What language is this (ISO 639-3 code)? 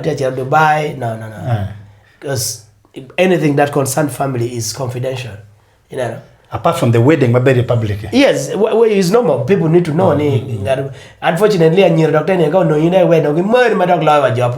ach